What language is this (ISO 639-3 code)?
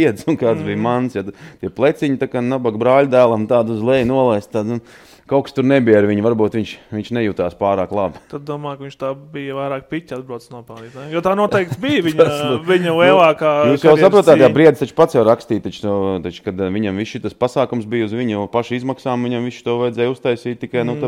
lav